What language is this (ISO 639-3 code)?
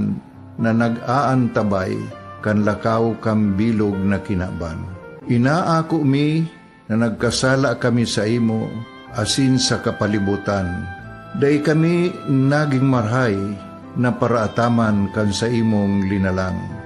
bik